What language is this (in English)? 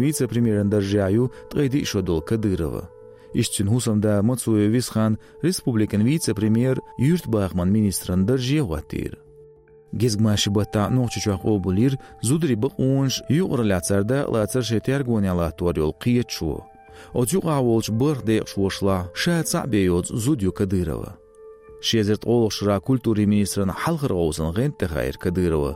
Chechen